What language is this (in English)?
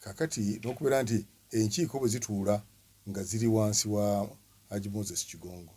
Ganda